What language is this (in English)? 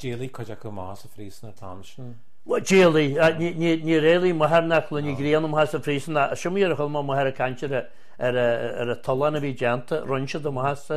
Irish